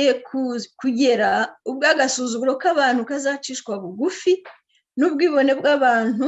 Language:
Kinyarwanda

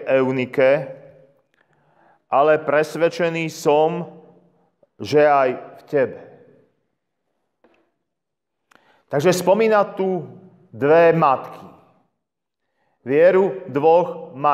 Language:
Slovak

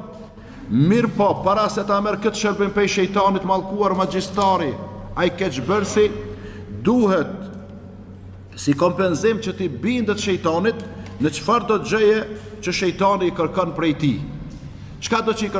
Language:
Albanian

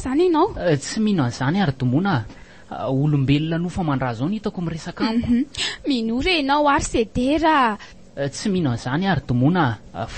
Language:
Malagasy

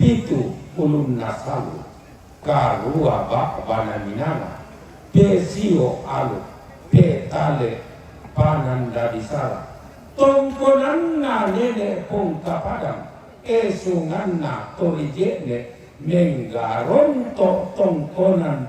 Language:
Toraja-Sa'dan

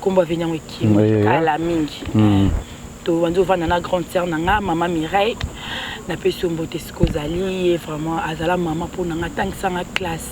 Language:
Lingala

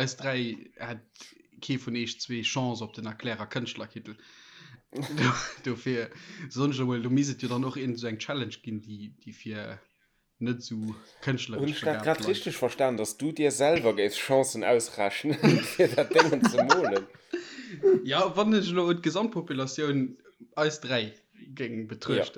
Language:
Luxembourgish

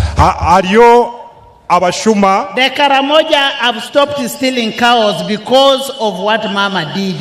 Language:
Nyankole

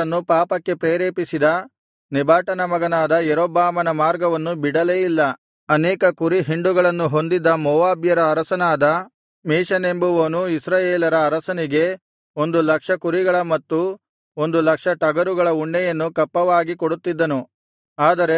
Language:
Kannada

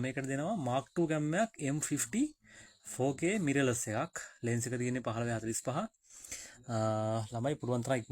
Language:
Sinhala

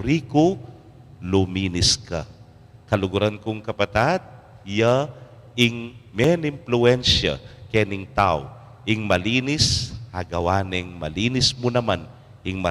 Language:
Pampanga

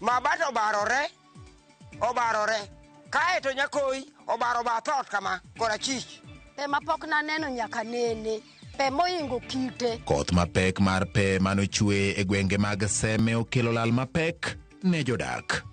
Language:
Luo (Kenya and Tanzania)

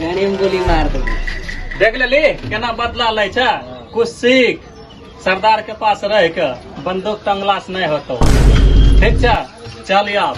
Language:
Magahi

